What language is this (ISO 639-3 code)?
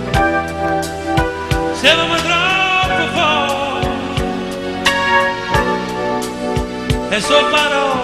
ita